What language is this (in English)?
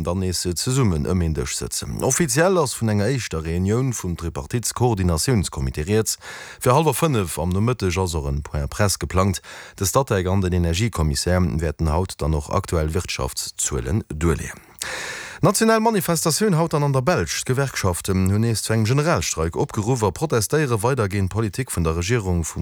Luxembourgish